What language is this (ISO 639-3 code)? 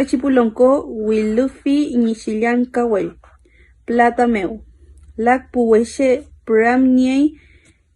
arn